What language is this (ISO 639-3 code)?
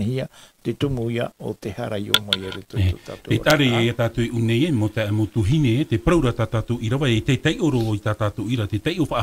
tah